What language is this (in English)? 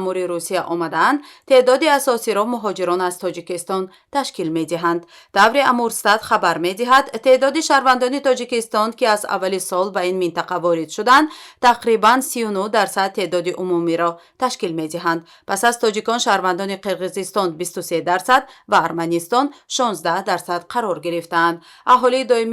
Tajik